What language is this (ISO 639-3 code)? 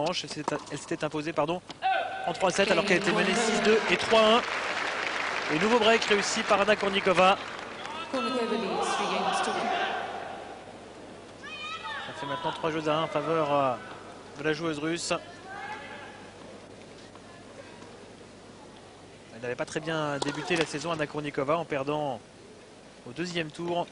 fra